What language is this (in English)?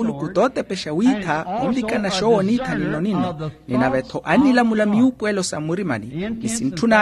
Makhuwa